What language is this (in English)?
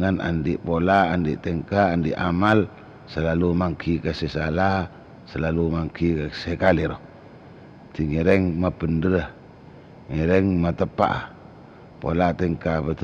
Madurese